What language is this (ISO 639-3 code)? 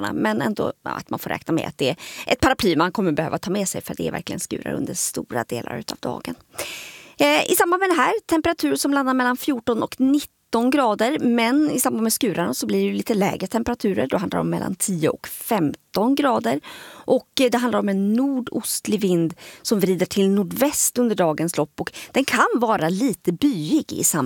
swe